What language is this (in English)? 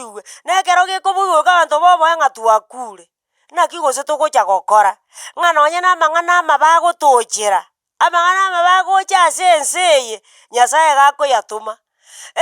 Gusii